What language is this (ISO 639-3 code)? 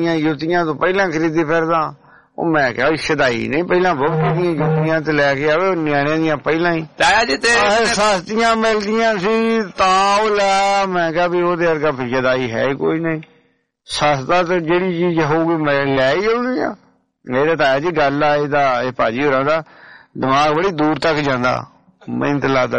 pan